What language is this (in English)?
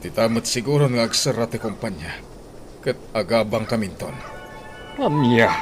Iloko